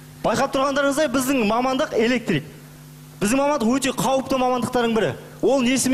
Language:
Kazakh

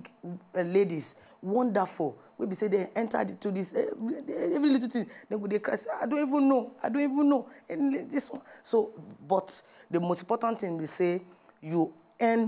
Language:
Nigerian Pidgin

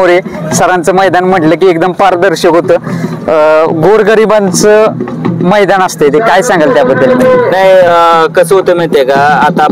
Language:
Marathi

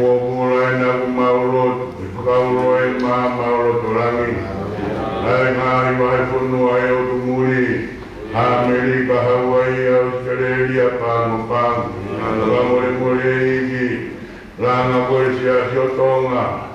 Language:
Tongan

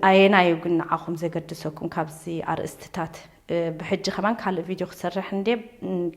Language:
Tigrinya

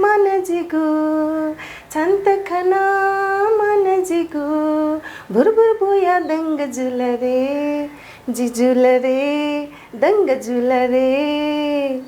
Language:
Newari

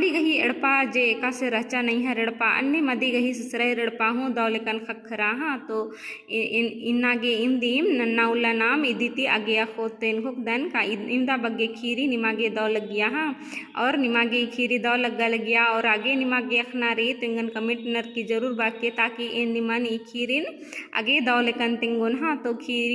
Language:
Kurukh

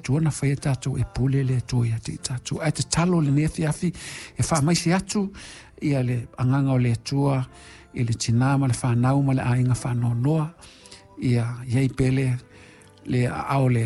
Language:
Samoan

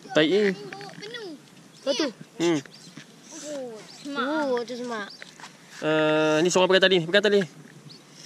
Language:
Malay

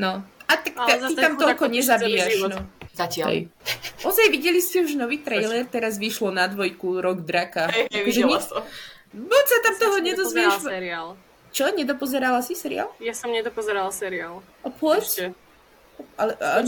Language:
Slovak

